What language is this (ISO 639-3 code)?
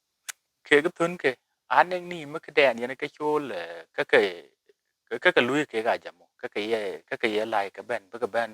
din